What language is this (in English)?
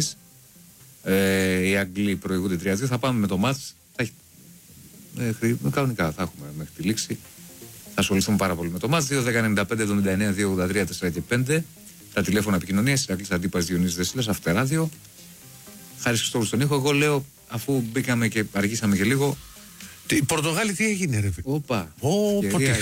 Greek